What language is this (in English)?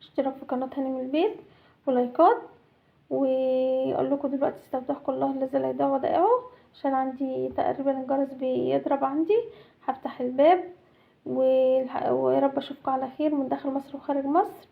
Egyptian Arabic